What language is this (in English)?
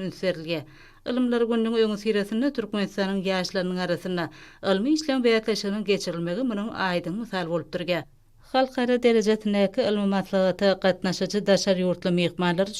Turkmen